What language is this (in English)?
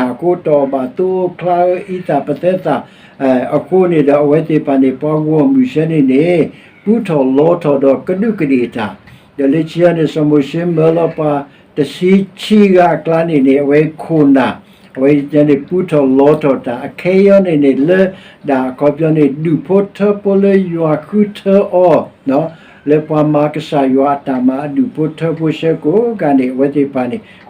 S'gaw Karen